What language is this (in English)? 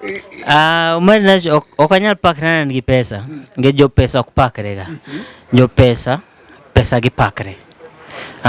Luo (Kenya and Tanzania)